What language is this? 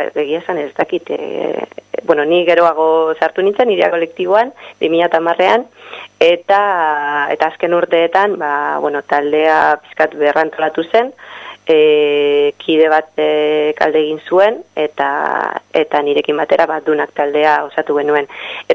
Basque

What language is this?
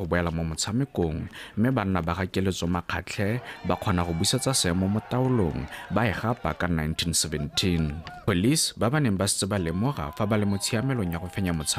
Tswana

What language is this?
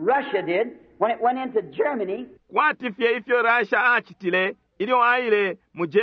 Bemba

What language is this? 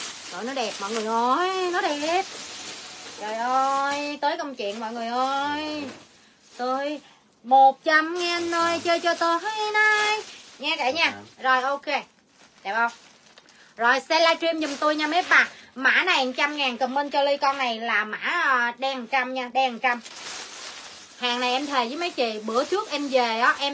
Vietnamese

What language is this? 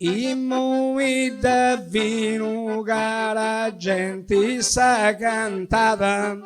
Sardinian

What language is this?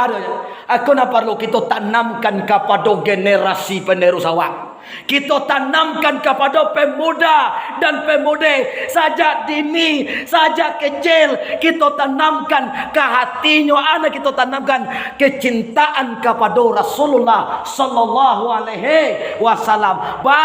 Minangkabau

